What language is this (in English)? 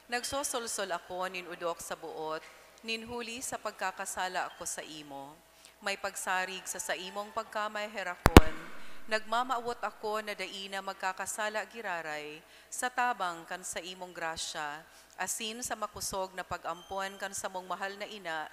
Bikol